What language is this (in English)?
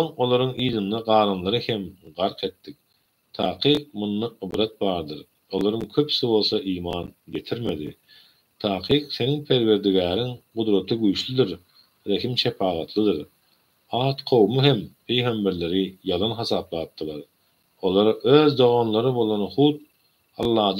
Turkmen